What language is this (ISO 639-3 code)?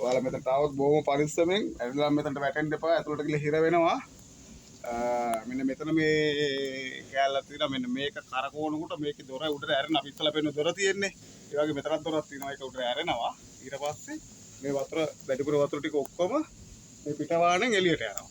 sin